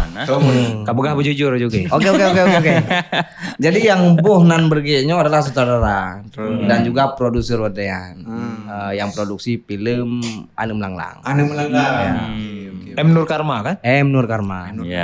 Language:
Achinese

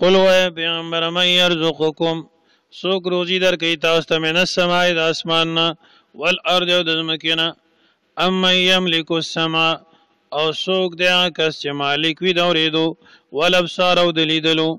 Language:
Pashto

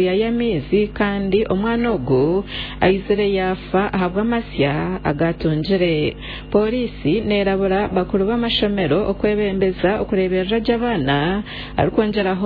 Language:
Nyankole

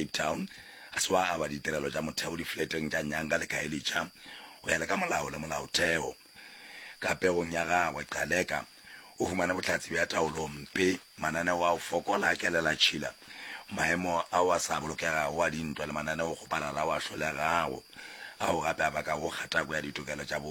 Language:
Northern Sotho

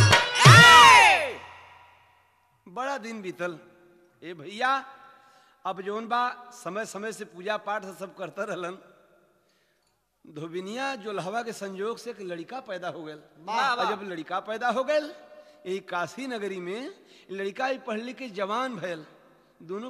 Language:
Bhojpuri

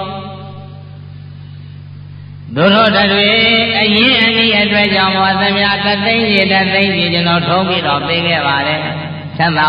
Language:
Burmese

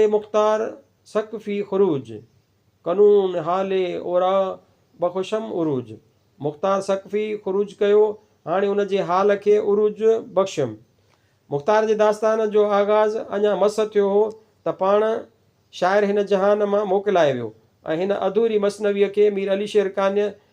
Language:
Sindhi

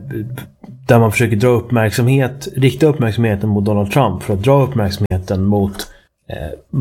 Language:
Swedish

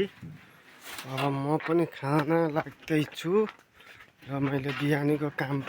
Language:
Nepali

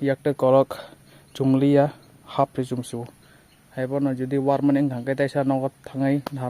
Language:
Kok Borok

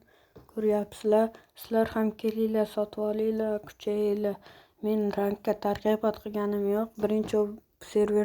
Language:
Uzbek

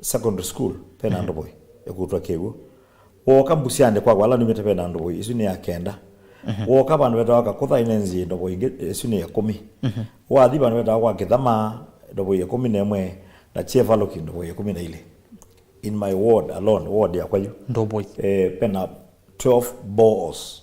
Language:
Kamba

